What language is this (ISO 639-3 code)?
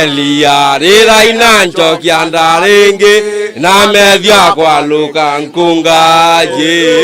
mer